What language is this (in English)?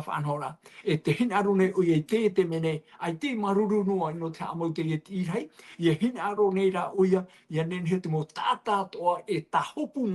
Tahitian